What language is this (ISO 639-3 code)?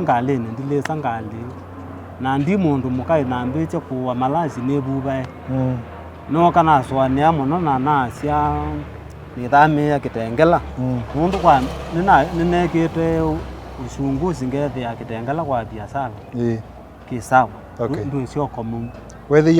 kam